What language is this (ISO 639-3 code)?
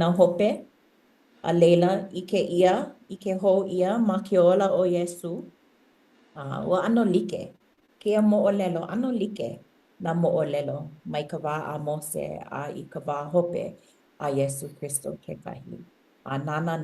haw